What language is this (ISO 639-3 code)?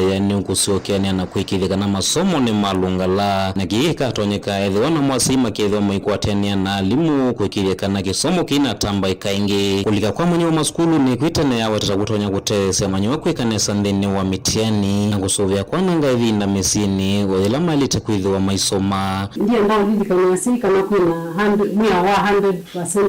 kam